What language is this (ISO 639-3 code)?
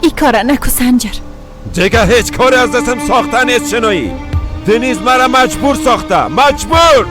fas